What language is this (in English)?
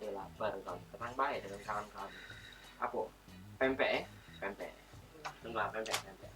Musi